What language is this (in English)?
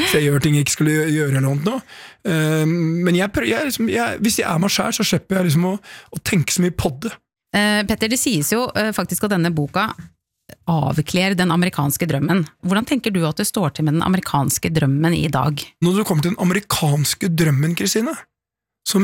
Norwegian